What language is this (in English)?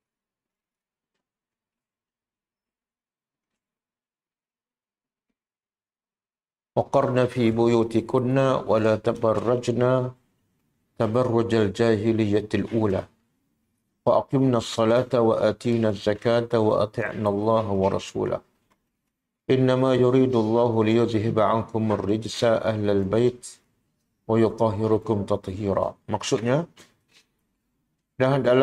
Malay